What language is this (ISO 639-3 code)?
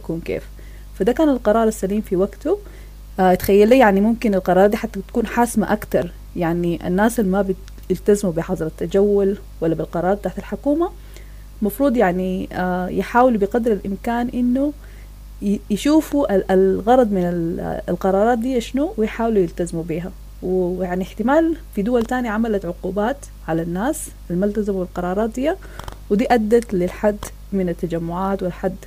apd